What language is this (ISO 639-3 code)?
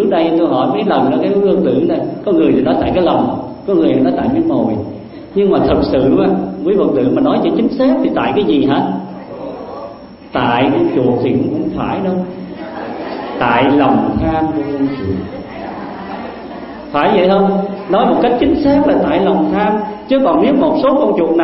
vie